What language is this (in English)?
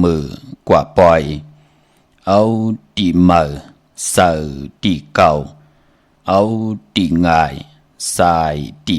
Shan